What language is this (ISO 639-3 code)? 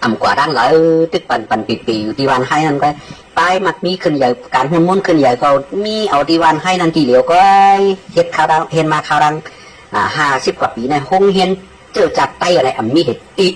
shn